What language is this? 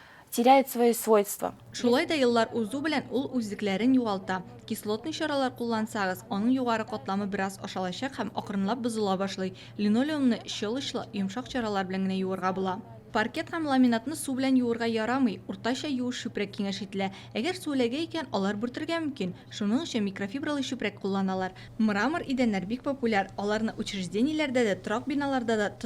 Tatar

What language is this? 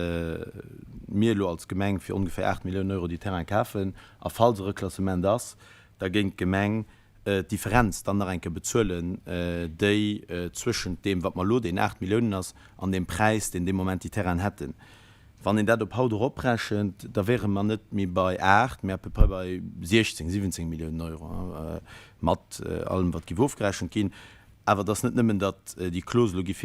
Luxembourgish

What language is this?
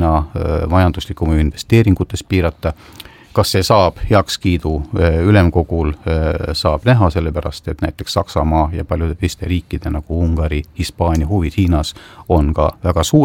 Estonian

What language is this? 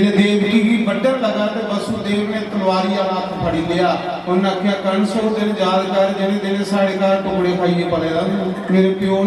Dogri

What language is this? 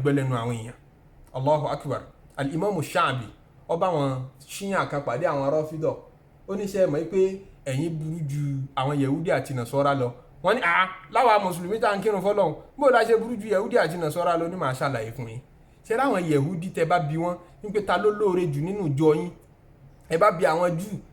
Yoruba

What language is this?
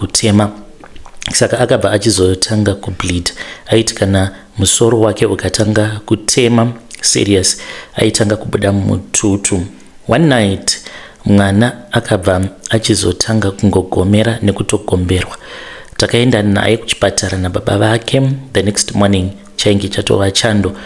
Shona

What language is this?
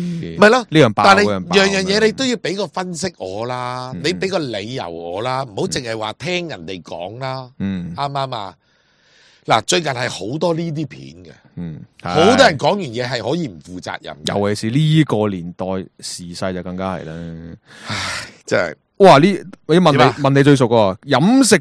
Cantonese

